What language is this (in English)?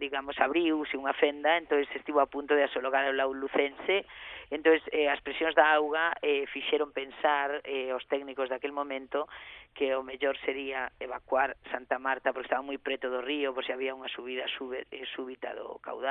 Galician